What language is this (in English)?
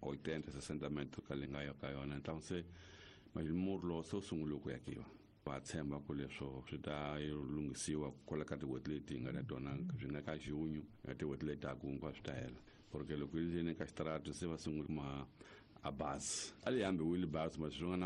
Tsonga